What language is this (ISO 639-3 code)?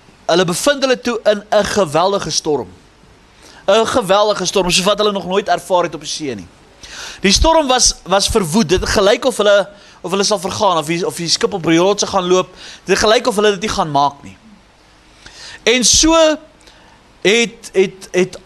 afr